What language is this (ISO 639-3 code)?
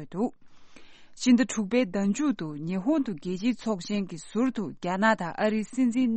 bod